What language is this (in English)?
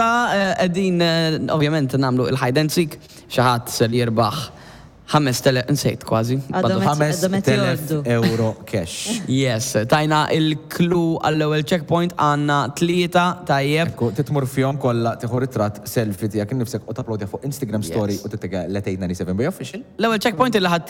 Maltese